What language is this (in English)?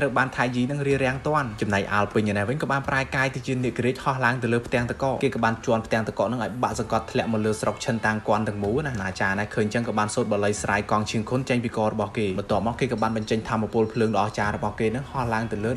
Khmer